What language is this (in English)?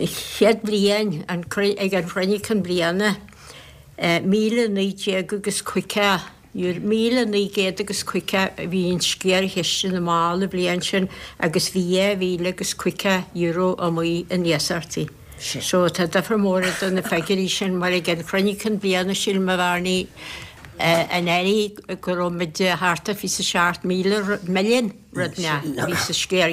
Irish